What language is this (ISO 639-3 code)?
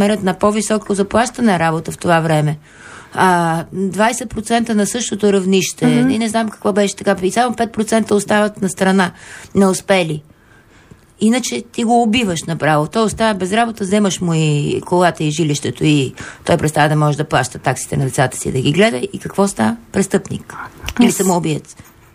bul